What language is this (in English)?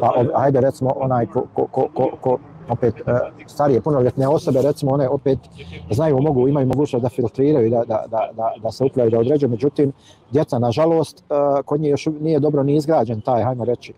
Bosnian